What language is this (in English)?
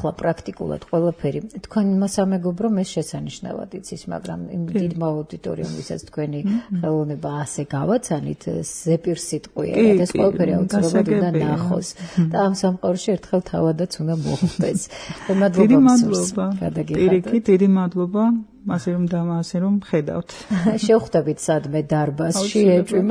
Georgian